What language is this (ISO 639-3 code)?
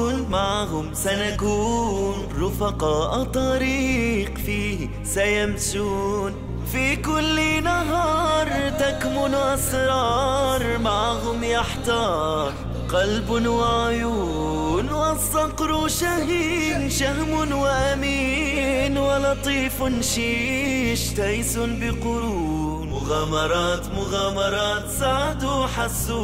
inh